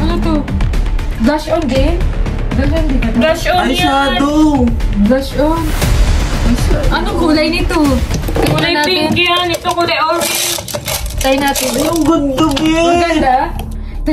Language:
Filipino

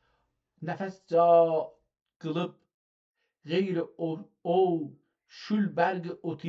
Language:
South Azerbaijani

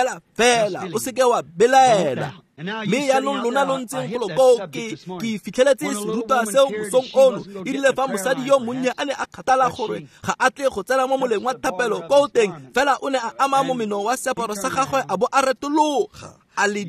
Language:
Tswana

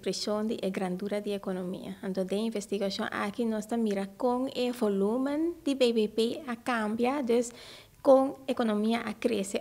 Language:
Papiamento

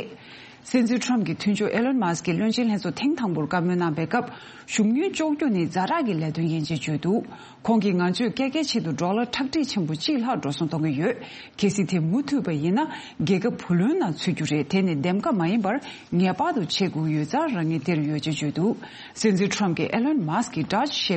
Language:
Tibetan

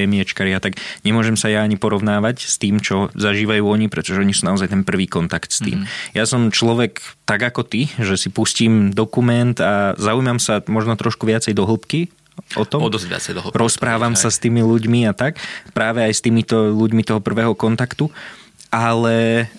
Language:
Slovak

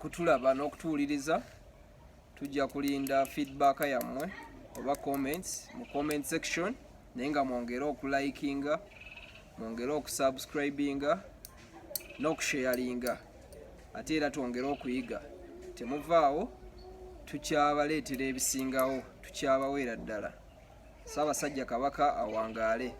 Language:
Ganda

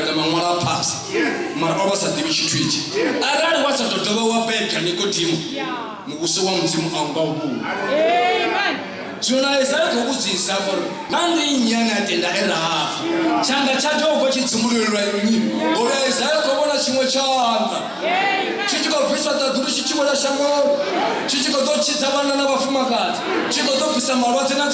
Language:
Venda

